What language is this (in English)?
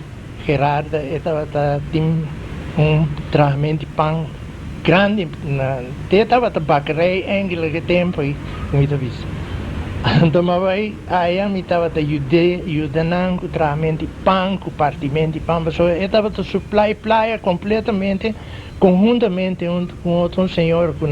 Papiamento